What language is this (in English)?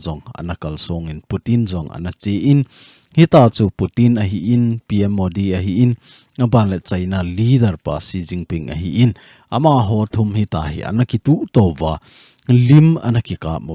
Thado Chin